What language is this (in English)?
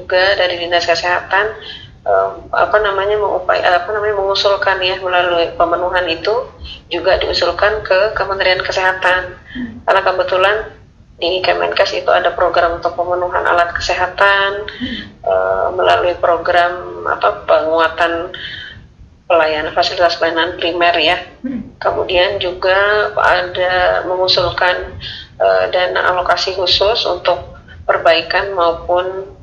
Indonesian